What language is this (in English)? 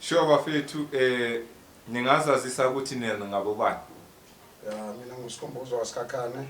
Zulu